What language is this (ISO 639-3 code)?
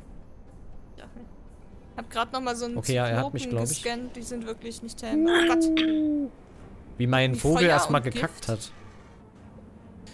deu